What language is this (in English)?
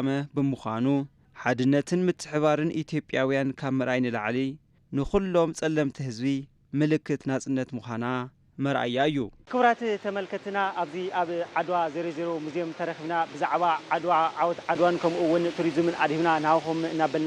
Tigrinya